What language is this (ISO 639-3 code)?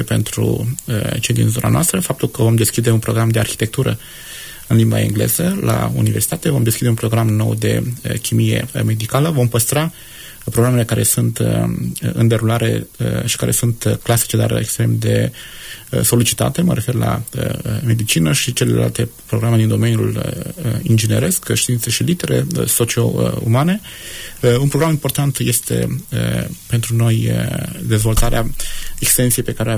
ron